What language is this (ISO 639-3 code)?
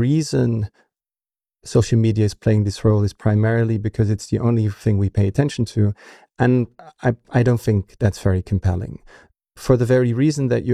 eng